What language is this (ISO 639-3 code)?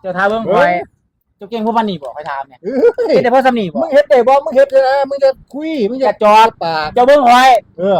lao